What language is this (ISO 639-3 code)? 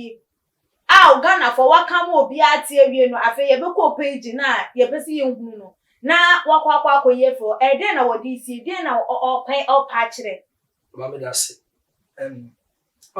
aka